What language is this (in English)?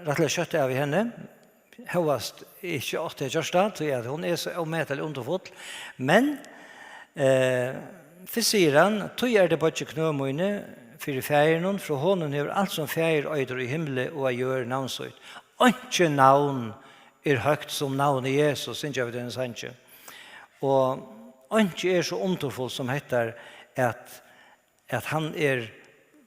Faroese